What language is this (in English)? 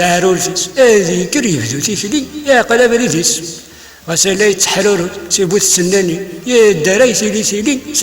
Kabyle